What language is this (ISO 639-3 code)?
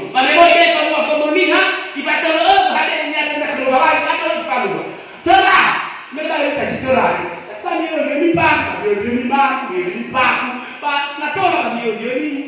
nia